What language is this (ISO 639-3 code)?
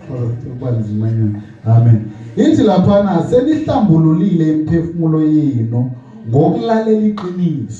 zul